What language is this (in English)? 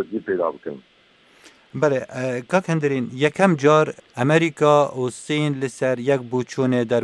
Kurdish